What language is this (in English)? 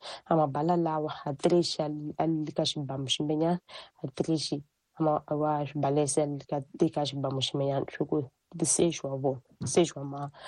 Tsonga